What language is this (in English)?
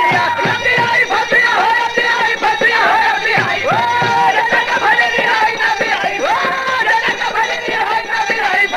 Bhojpuri